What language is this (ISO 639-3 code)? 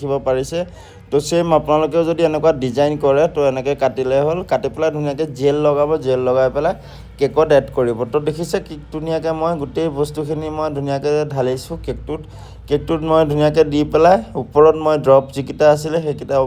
asm